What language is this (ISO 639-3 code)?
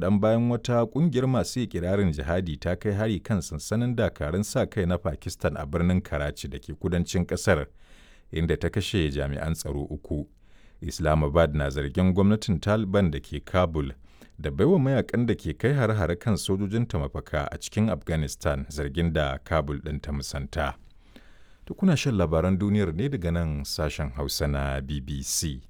hau